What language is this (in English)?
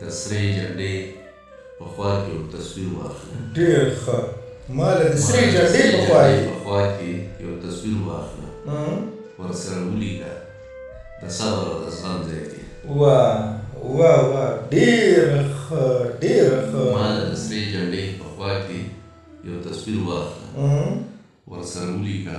Pashto